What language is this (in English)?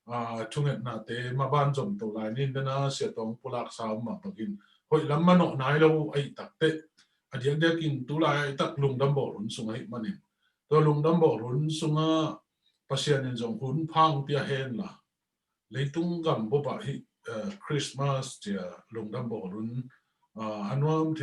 Tedim Chin